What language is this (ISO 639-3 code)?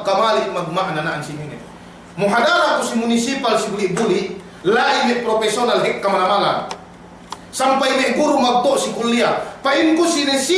yka